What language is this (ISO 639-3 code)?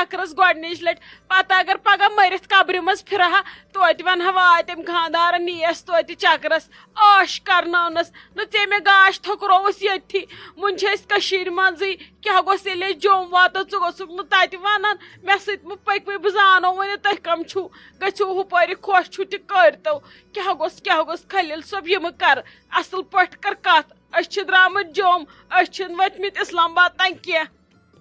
kas